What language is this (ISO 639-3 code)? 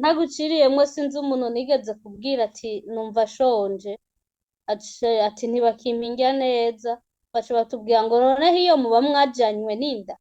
run